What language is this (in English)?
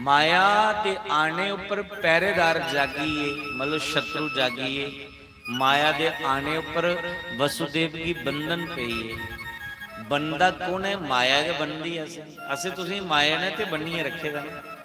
Dogri